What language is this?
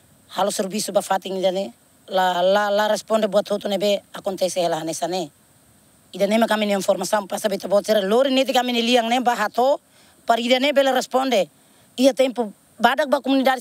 Tetum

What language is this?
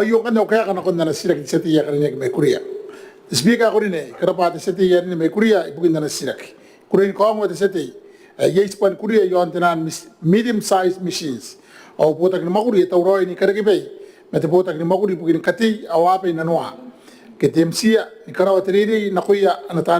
Gilbertese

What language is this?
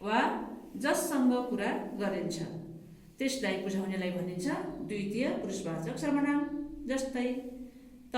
Nepali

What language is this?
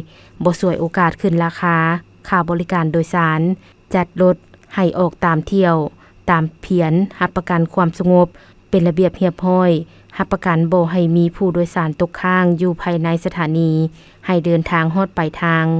Lao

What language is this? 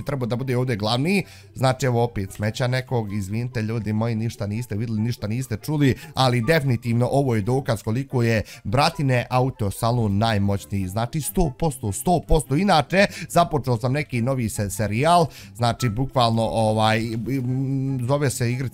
Bosnian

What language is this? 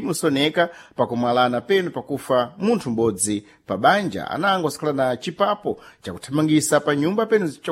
Sena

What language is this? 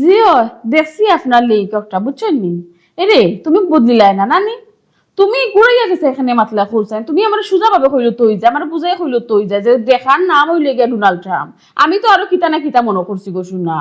Sylheti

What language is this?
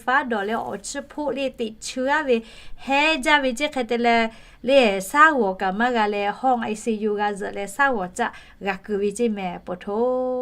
Lahu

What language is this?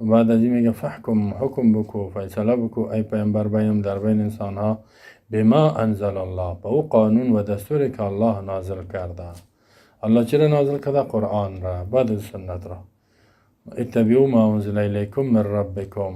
Persian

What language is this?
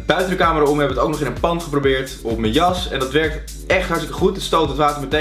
Dutch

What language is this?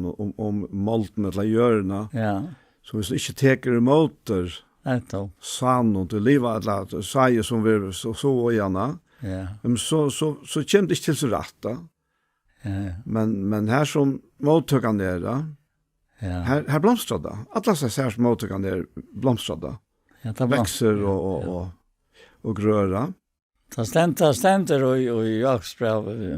Faroese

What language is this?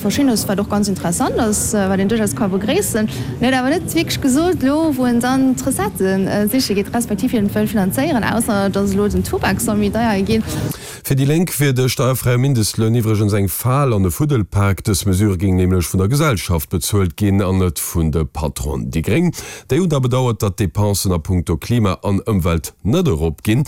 Luxembourgish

